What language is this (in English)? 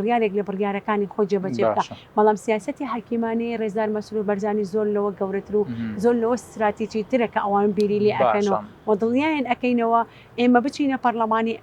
Central Kurdish